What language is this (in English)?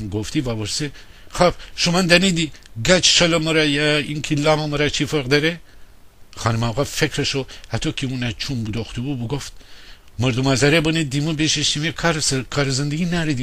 Gilaki